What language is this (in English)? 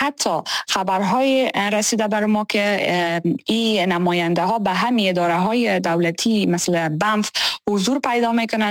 Persian